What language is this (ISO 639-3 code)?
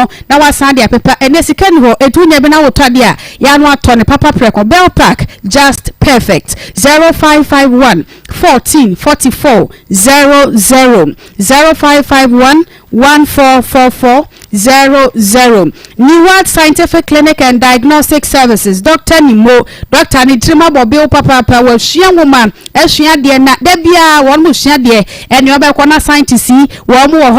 aka